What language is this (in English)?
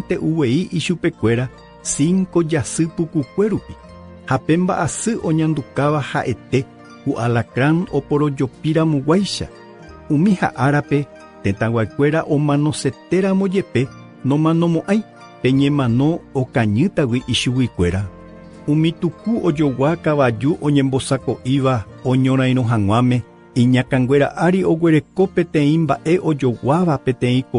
Guarani